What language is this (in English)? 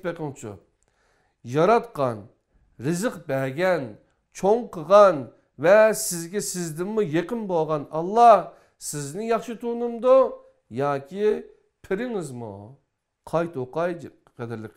Uyghur